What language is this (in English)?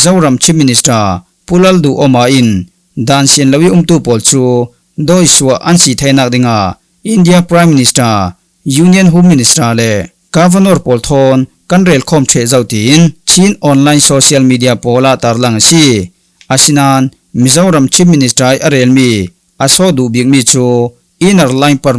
Falam Chin